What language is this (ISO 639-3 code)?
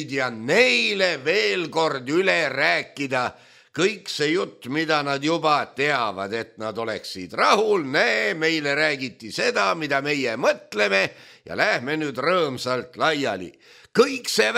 est